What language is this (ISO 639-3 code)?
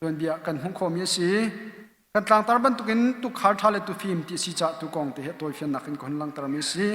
cnh